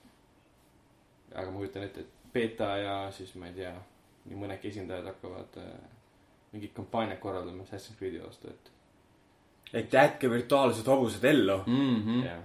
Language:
Estonian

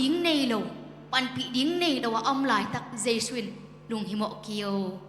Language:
Tedim Chin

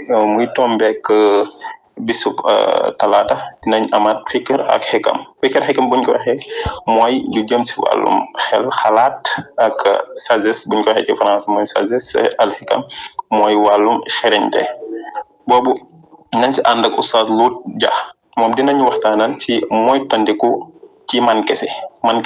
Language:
Wolof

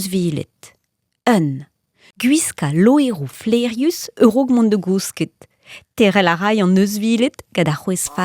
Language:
Breton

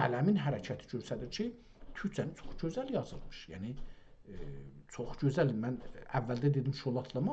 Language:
South Azerbaijani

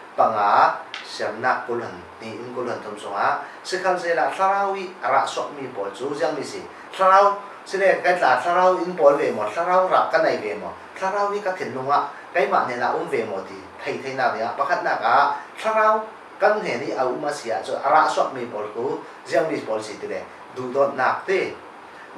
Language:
Falam Chin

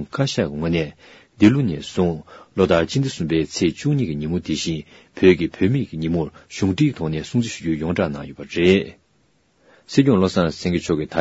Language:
Tibetan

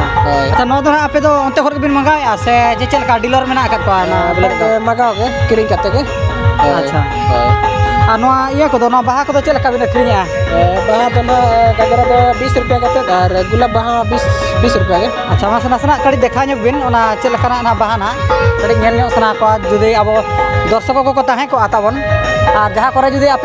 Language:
Santali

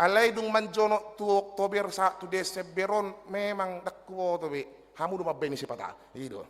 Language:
Batak Toba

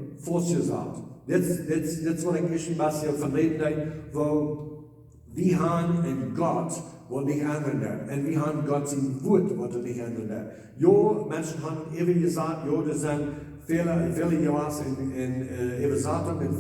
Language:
Plautdietsch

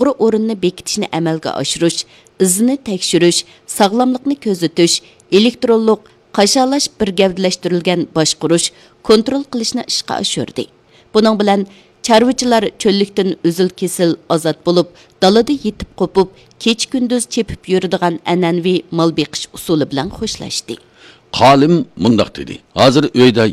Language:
Uyghur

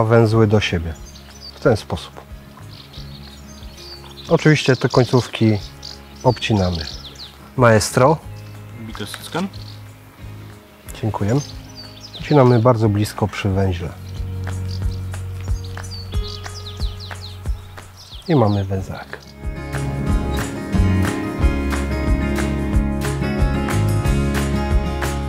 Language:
Polish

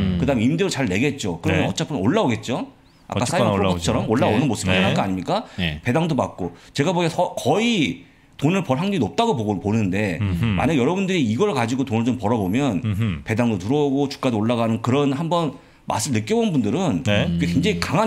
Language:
Korean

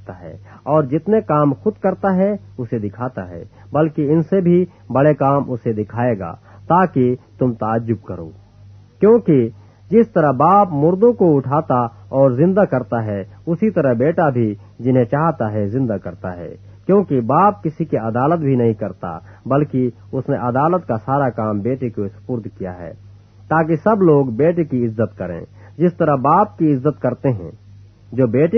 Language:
Urdu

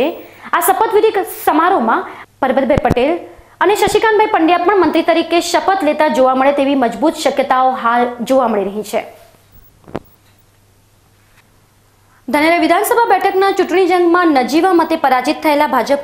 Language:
Gujarati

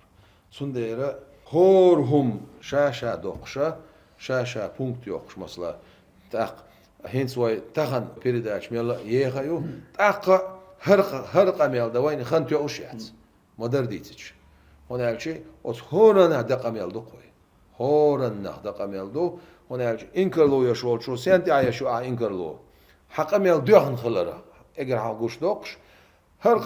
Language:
Chechen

